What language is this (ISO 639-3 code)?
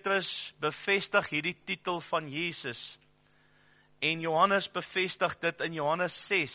afr